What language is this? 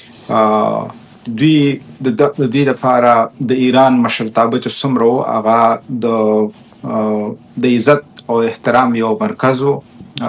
Pashto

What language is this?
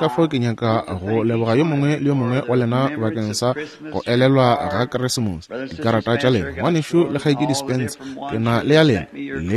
Northern Sotho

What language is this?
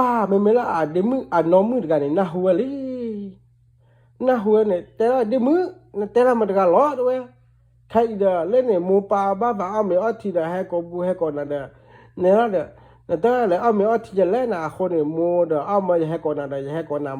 S'gaw Karen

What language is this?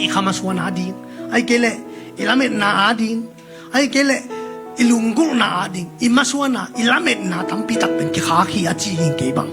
Tedim Chin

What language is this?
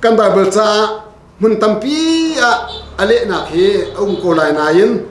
Hakha Chin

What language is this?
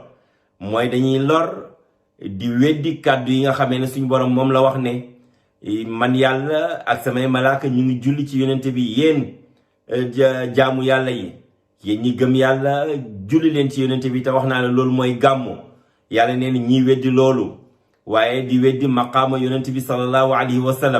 Wolof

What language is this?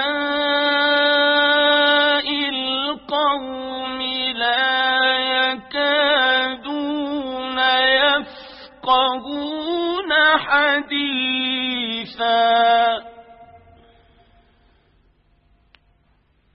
Arabic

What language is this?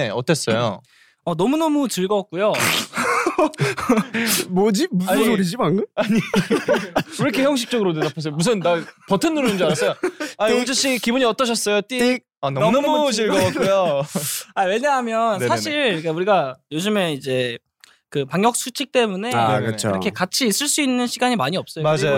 Korean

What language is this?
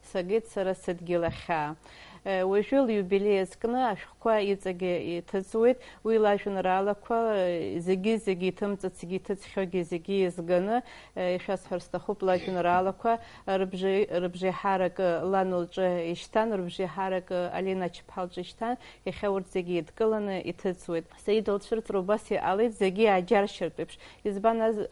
Abkhazian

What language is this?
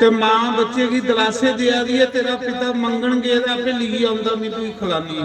Dogri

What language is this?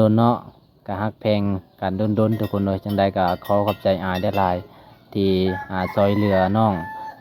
Lao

